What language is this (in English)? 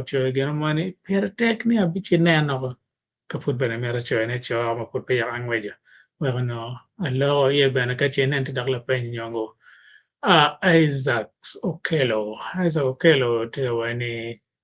Acoli